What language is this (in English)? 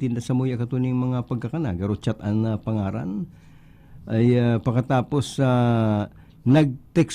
Bikol